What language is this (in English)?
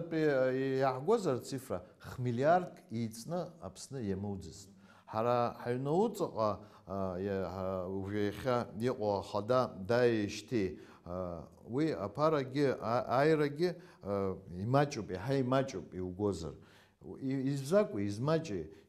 Abkhazian